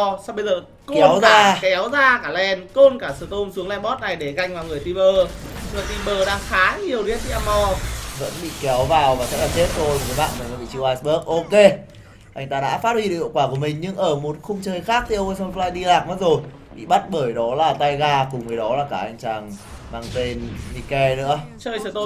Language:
Vietnamese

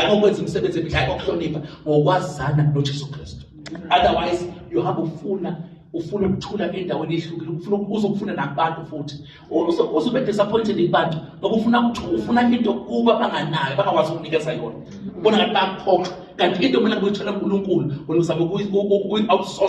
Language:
Zulu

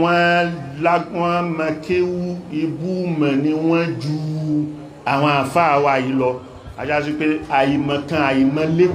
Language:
Yoruba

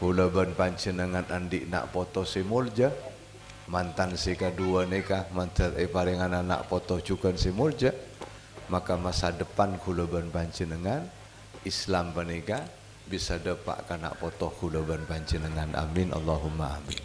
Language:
Madurese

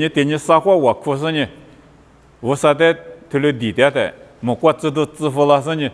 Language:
Lisu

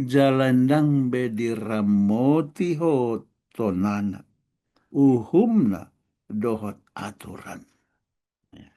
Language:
Batak Toba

